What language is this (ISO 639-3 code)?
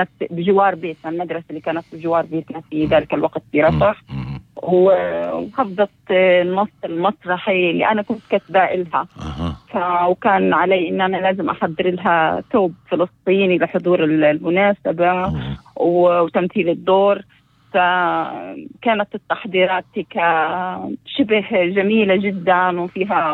apc